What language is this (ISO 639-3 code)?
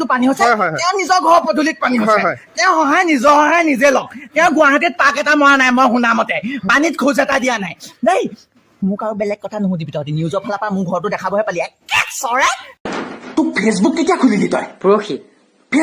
asm